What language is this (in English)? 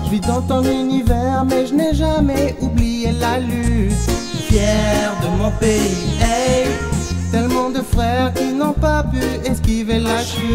French